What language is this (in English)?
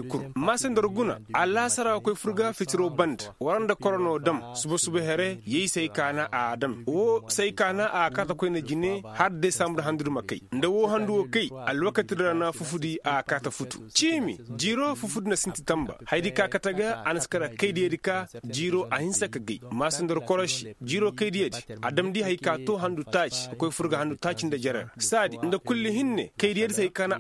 Koyraboro Senni